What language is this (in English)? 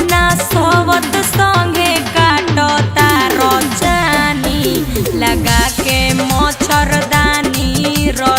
Magahi